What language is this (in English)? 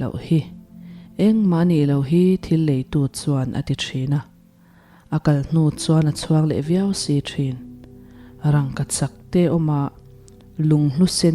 Mizo